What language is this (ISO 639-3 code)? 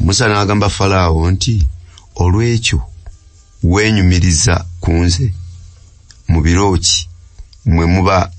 lug